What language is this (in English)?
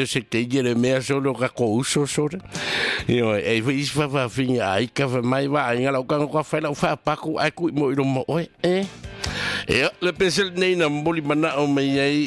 Samoan